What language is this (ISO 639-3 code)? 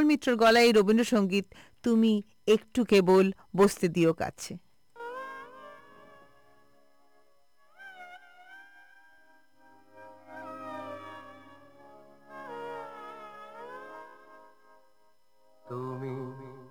ben